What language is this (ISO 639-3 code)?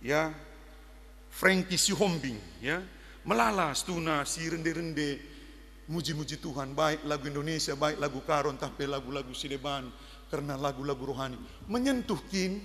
btx